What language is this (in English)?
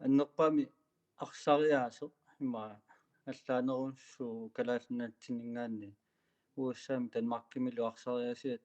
Kalaallisut